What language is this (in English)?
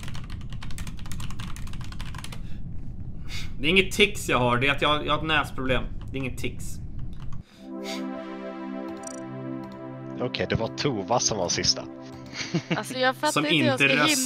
Swedish